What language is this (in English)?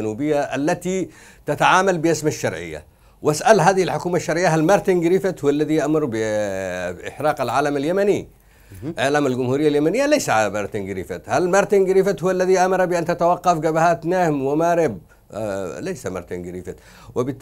Arabic